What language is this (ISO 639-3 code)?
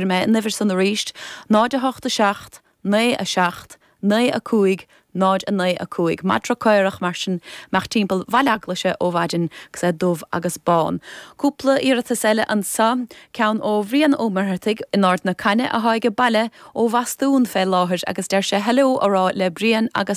gle